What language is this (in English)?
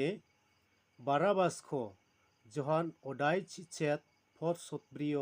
Garo